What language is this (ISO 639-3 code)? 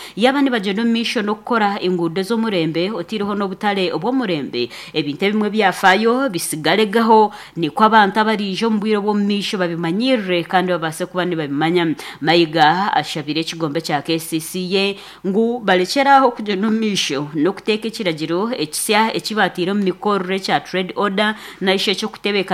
nyn